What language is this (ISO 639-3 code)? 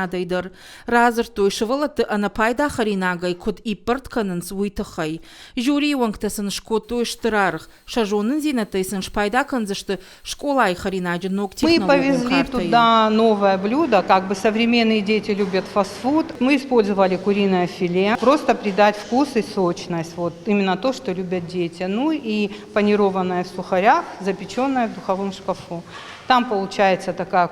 oss